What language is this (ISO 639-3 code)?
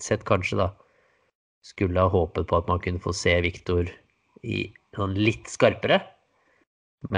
nor